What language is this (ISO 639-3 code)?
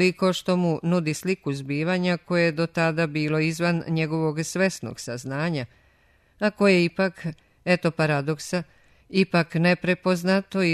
srp